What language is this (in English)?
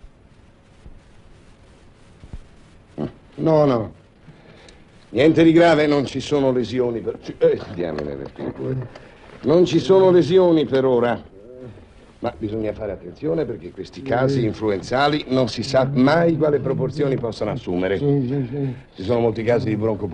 Italian